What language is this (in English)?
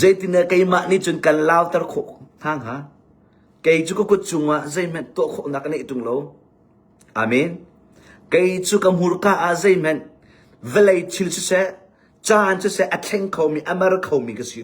Hakha Chin